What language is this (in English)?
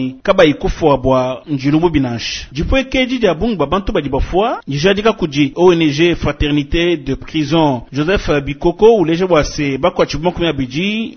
Luba-Lulua